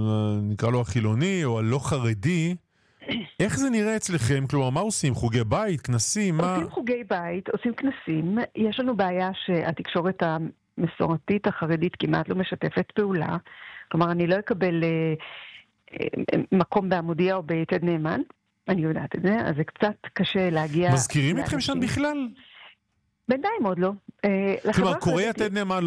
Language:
Hebrew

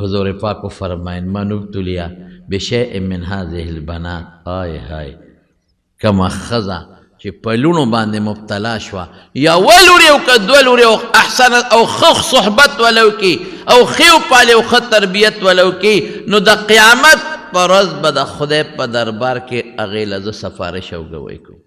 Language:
Pashto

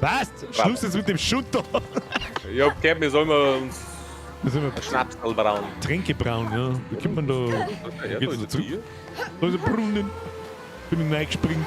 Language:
Bavarian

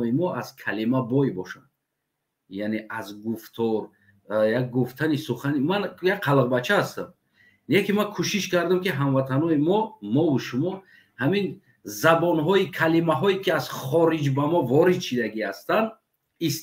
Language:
Tajik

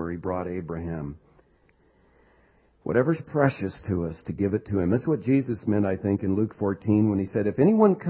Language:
English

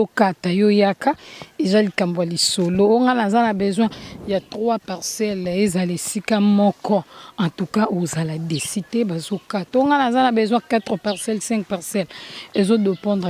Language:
Lingala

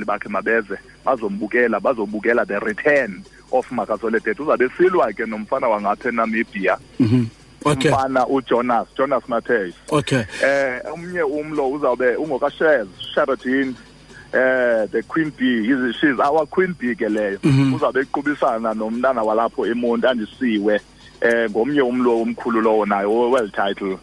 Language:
Xhosa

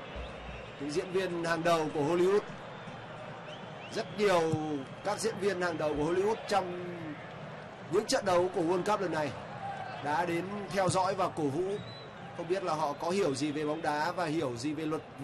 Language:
Vietnamese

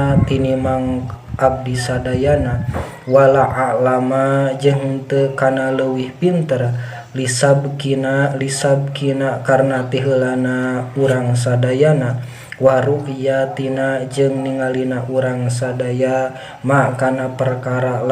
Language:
Sundanese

